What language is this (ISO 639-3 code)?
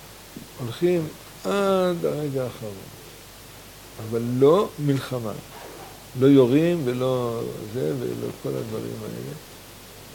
heb